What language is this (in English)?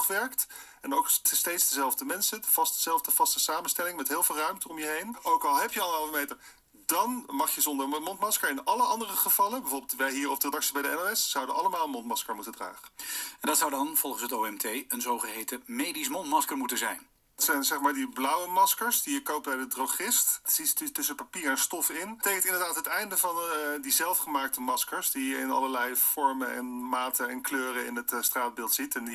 Dutch